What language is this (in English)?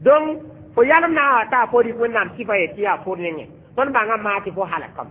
Mossi